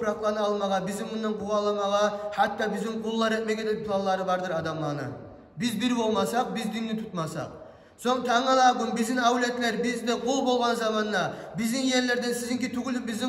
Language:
Kumyk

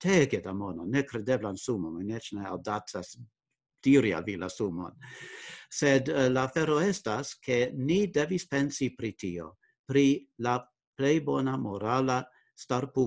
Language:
Esperanto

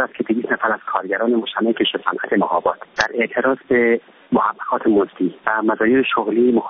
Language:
Persian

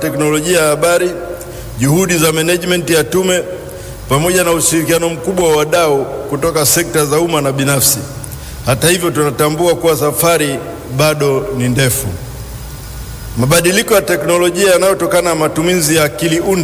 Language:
Swahili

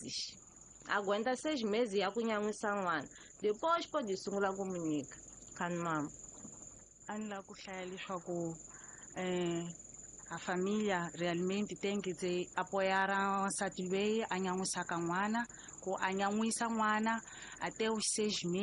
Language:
Tsonga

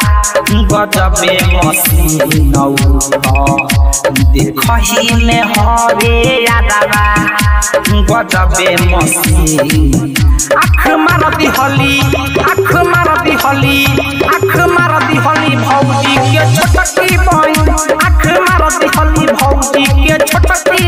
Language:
Bhojpuri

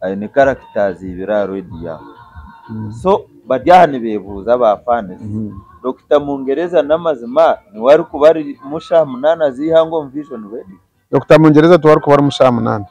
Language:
Nyankole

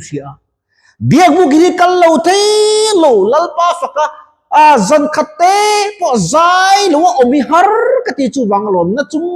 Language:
Mizo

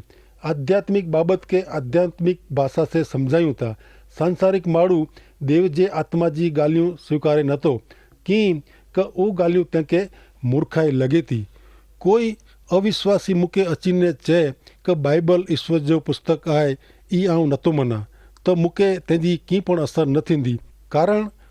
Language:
Kachhi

